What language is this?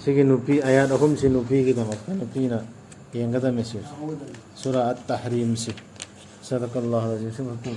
Manipuri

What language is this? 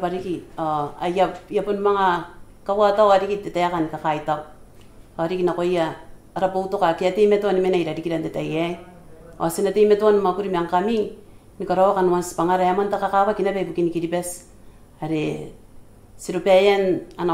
Gilbertese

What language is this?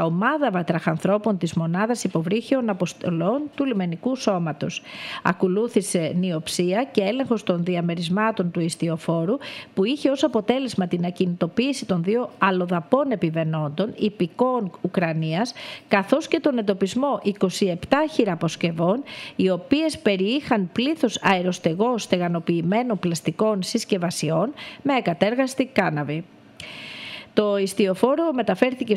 Greek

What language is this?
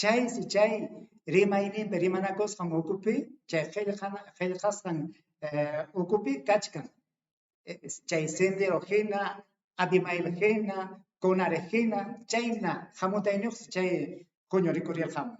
Ayacucho Quechua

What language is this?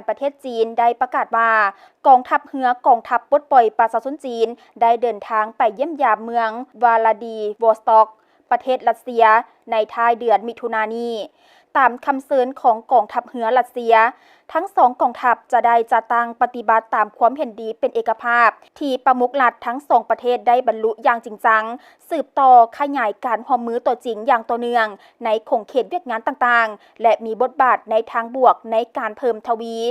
Lao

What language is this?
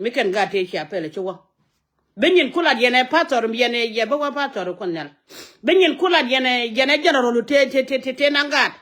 Nuer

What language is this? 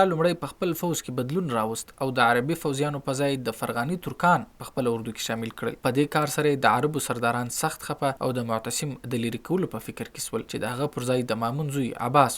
Pashto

